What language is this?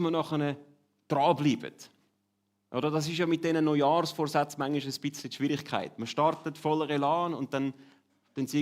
Swiss German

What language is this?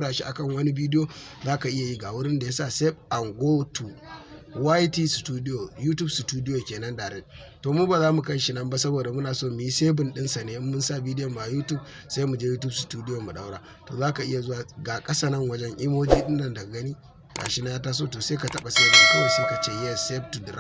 Hausa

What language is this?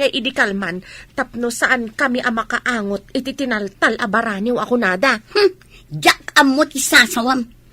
Iloko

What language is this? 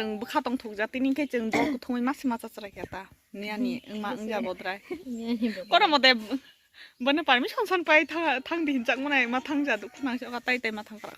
Kok Borok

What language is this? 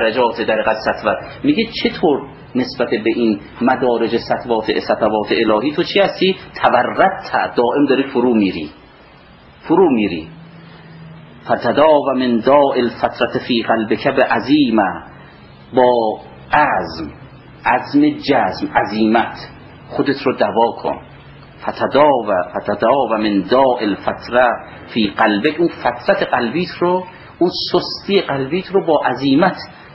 Persian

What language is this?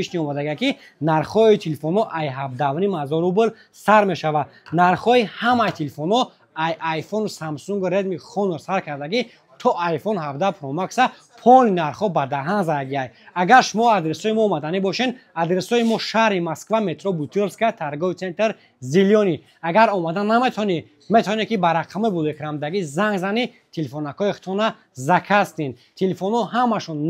Tajik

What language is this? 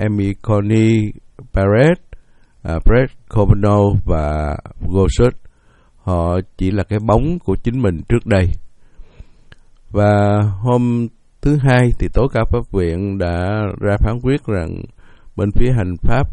Vietnamese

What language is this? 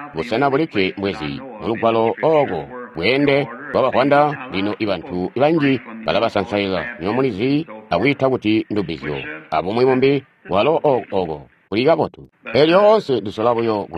Tonga (Zambia)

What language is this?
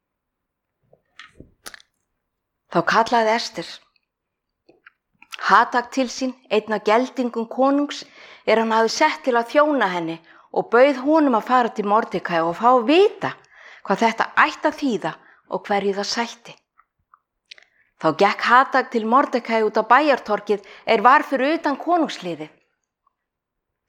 Icelandic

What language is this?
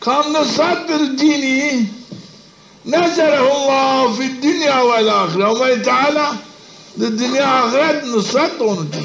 Zaza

